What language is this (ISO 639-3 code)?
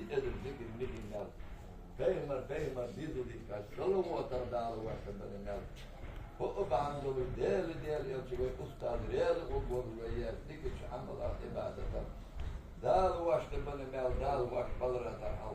inh